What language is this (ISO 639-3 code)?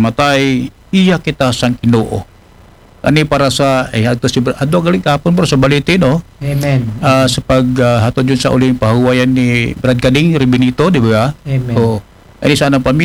akl